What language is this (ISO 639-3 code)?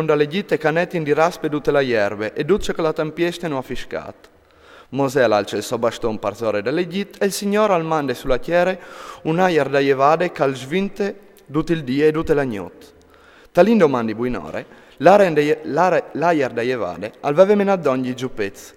fur